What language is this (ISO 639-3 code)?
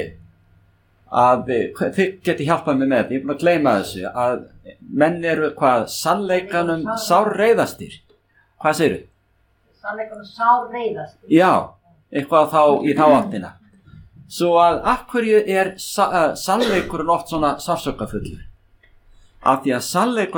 isl